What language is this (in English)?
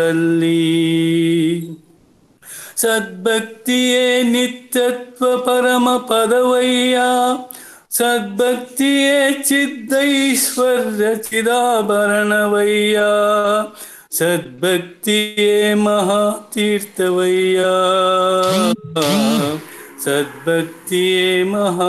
Kannada